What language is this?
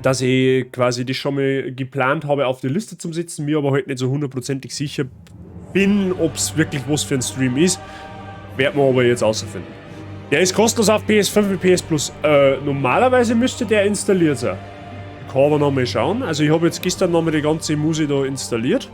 Bavarian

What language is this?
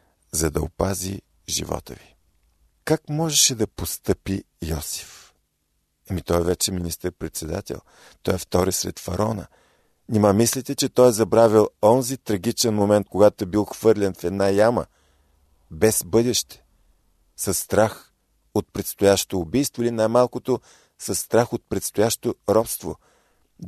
Bulgarian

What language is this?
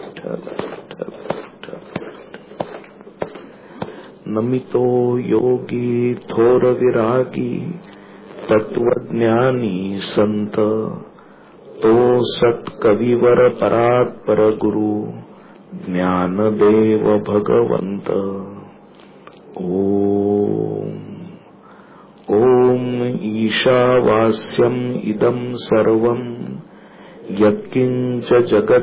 Marathi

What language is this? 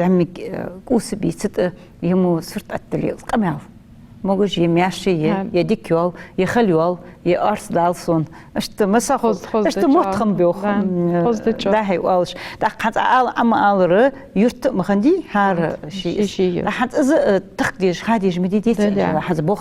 Ingush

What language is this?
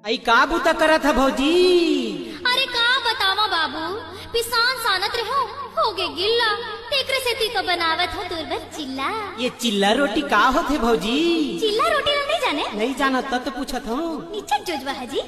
Chhattisgarhi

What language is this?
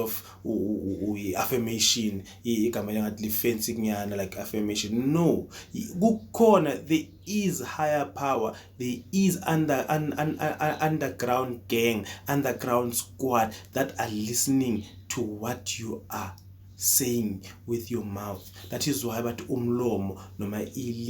Zulu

